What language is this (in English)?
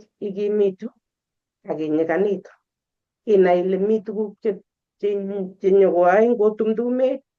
Kalenjin